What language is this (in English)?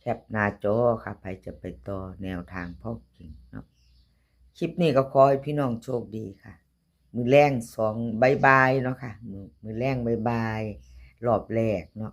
Northeastern Thai